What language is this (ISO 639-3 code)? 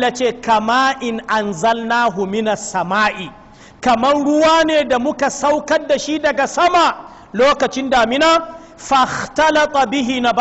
hau